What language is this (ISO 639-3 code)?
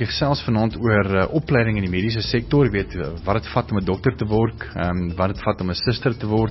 afr